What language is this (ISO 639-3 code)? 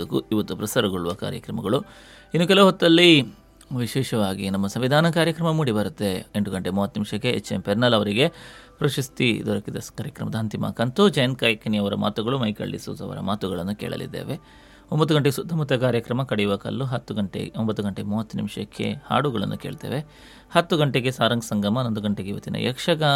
kan